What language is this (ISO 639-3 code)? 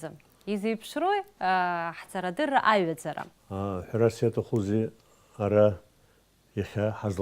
abk